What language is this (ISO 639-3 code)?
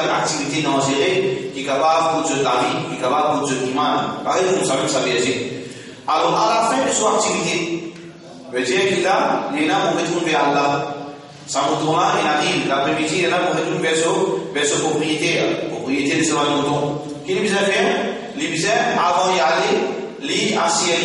mfe